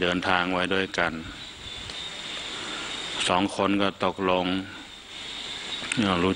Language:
Thai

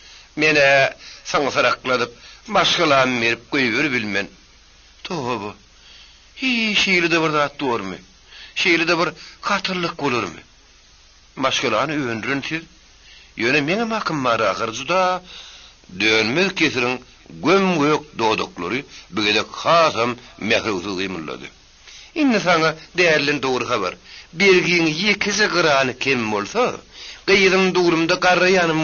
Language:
Turkmen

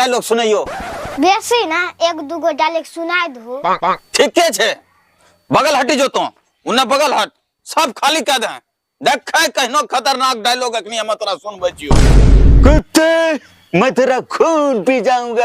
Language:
Angika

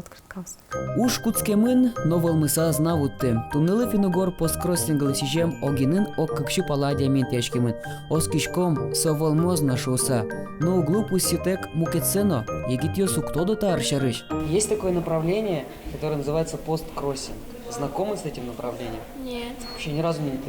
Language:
Udmurt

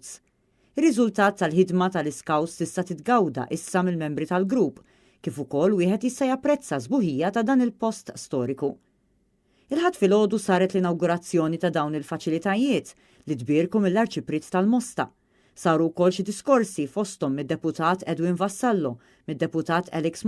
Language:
Maltese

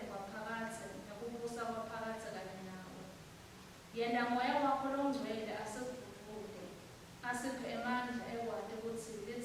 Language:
Swati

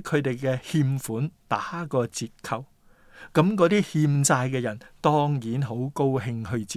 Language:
Cantonese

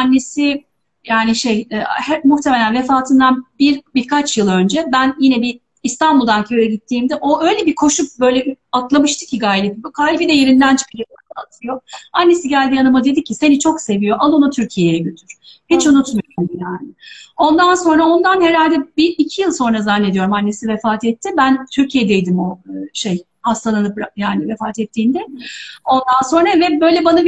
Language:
Turkish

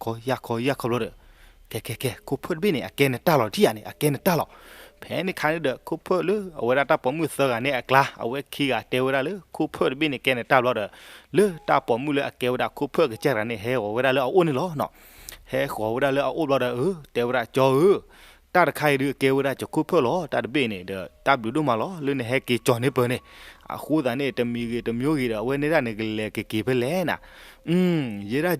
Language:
S'gaw Karen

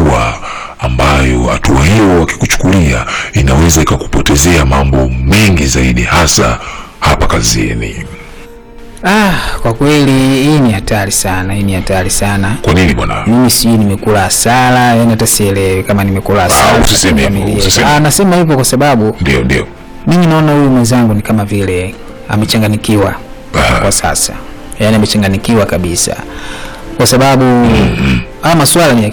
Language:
Swahili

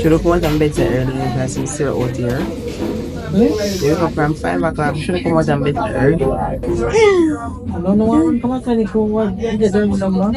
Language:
Jamaican Creole English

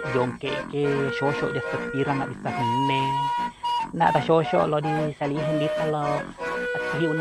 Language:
Buginese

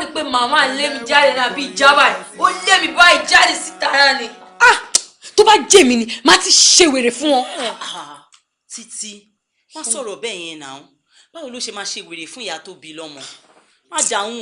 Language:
Yoruba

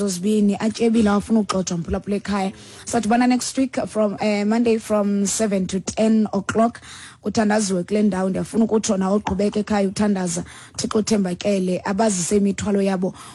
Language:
Xhosa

